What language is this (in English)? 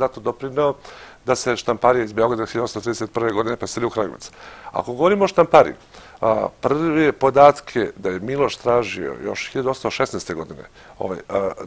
Serbian